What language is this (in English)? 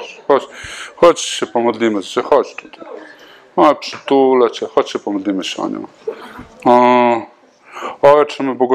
Polish